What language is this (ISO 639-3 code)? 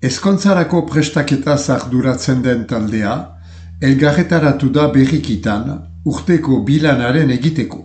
eus